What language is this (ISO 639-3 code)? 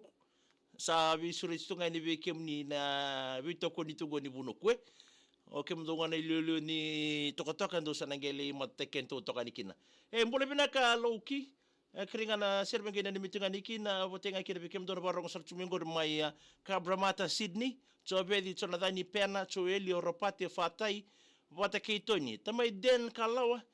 fij